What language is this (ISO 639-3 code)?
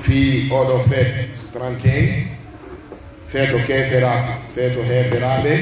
fuf